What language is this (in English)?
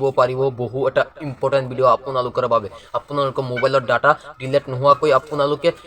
Assamese